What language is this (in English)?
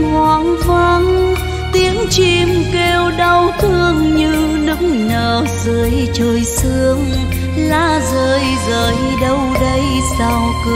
Vietnamese